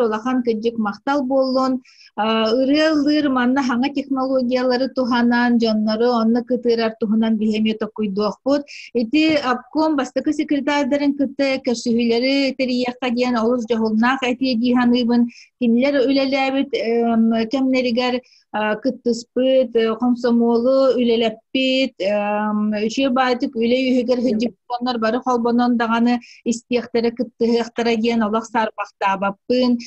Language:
Yakut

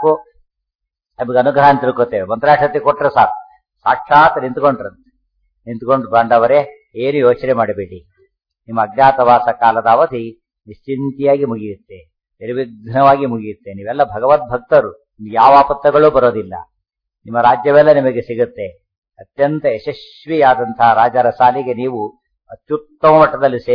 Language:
Kannada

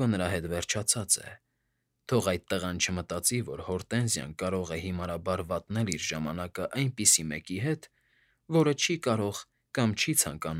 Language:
Armenian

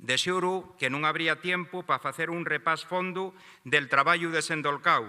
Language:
Asturian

